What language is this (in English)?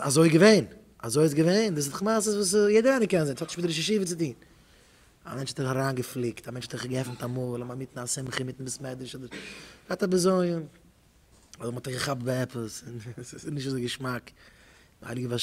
Yiddish